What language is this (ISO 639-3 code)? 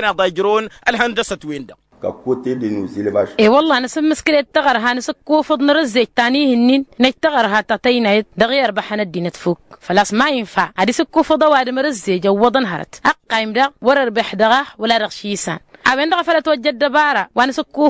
taq